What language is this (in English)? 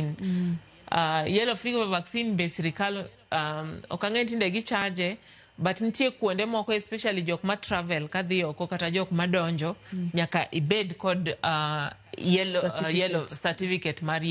Luo (Kenya and Tanzania)